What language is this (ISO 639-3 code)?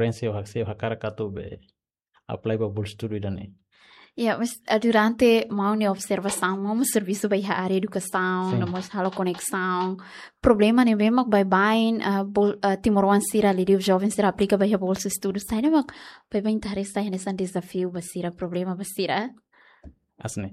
tet